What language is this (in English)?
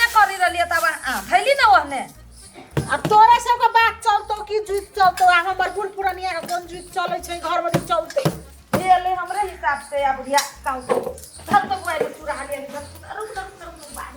Maithili